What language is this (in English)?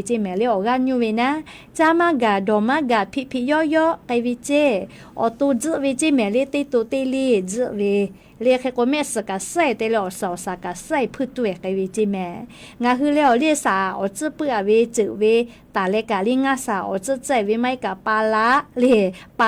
Lahu